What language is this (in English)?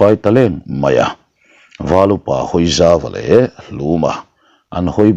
Mizo